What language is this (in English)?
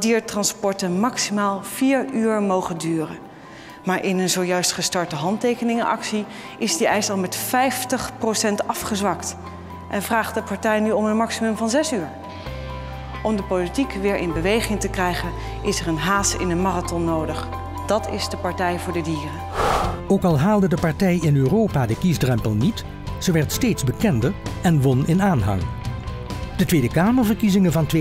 Dutch